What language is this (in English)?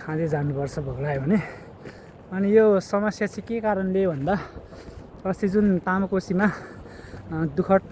Nepali